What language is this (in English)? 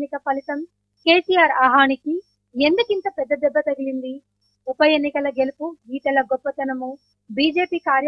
Telugu